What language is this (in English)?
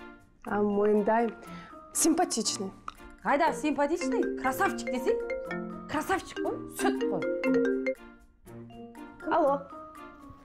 Kazakh